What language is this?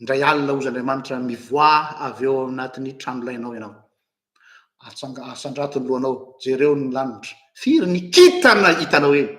Malagasy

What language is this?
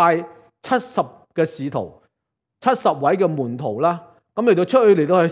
Cantonese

